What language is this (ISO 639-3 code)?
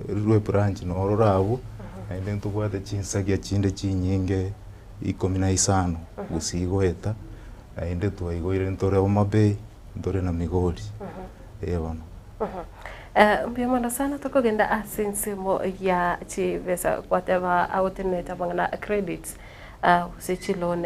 guz